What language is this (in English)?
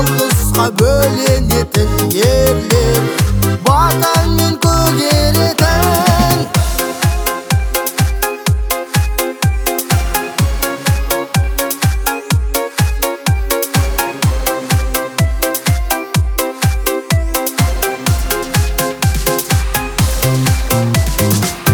Kazakh